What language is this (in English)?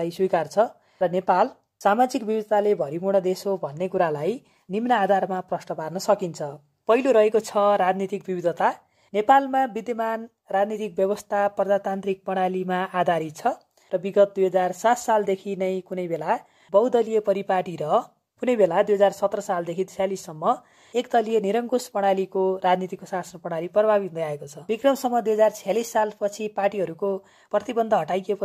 Nepali